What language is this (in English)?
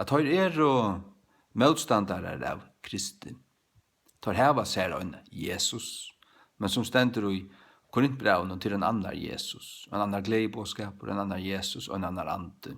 Faroese